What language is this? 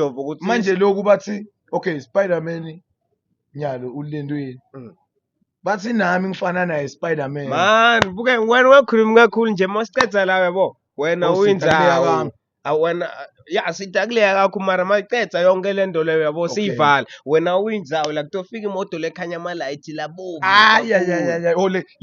Zulu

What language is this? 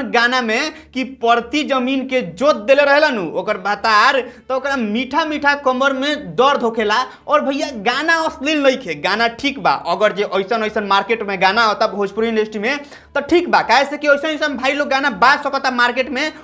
Bhojpuri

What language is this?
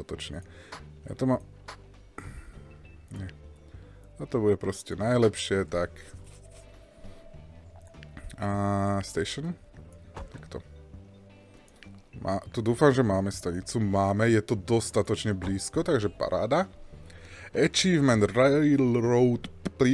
Slovak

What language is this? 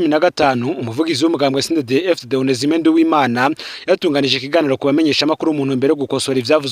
Rundi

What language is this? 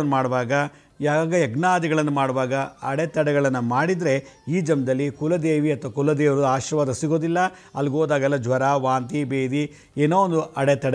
Kannada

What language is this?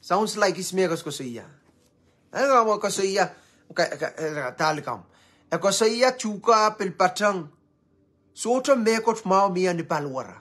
Pohnpeian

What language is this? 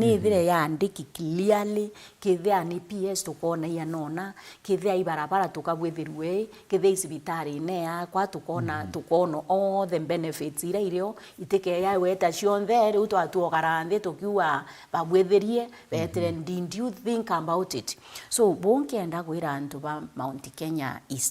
Meru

